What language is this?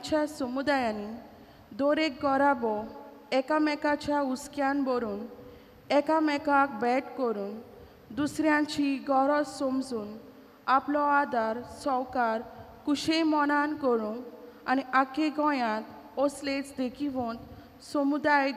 Konkani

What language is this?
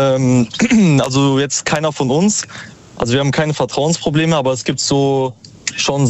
German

